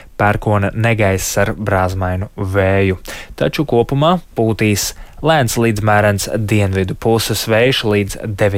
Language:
Latvian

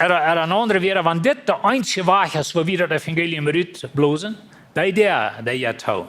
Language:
Plautdietsch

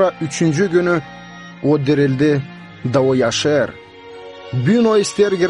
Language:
Gagauz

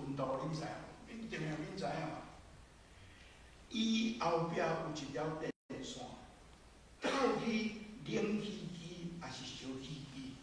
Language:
Min Nan Chinese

